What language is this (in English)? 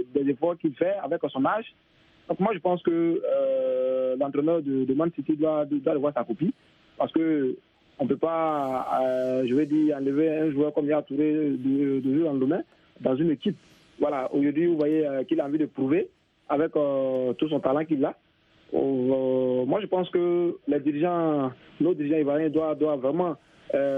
French